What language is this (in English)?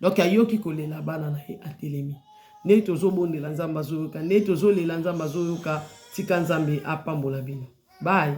Lingala